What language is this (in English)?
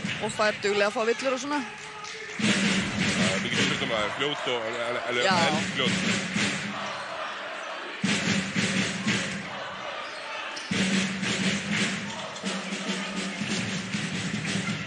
Icelandic